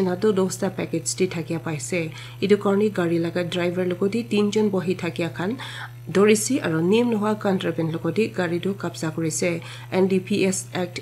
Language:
Naga Pidgin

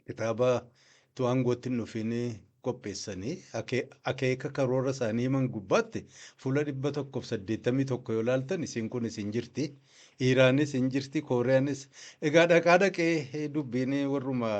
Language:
Oromo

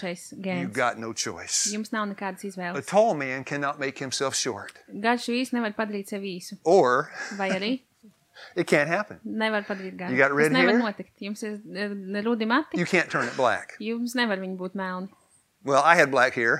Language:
Latvian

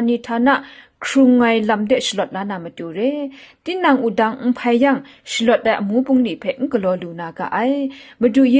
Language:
Kachin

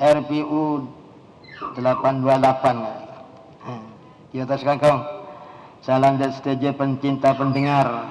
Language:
Madurese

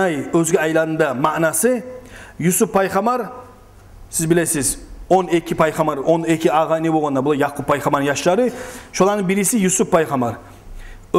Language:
Kumyk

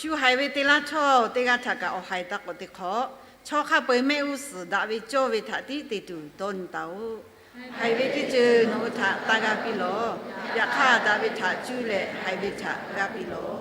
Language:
Lahu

